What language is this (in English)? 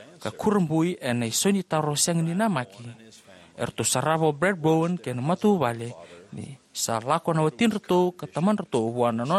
Fijian